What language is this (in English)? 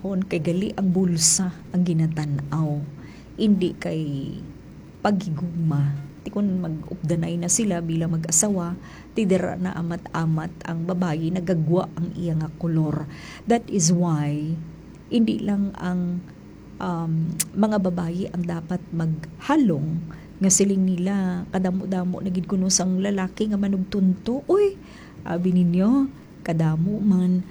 Hiligaynon